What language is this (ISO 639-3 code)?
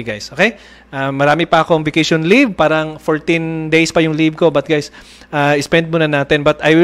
fil